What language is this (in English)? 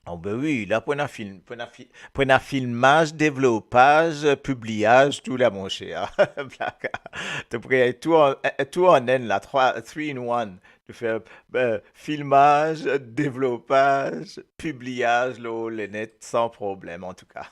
Morisyen